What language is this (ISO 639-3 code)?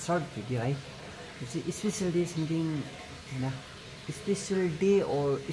nep